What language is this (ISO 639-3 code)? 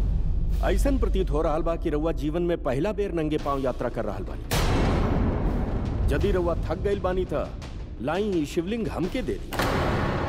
bho